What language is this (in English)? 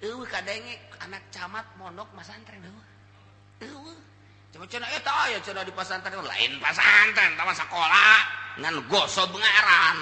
Sundanese